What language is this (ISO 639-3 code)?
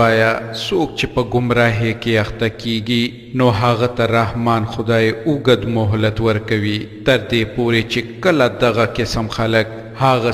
pus